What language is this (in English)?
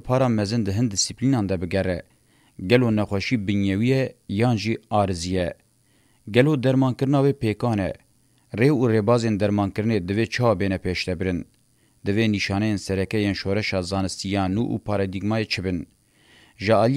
Kurdish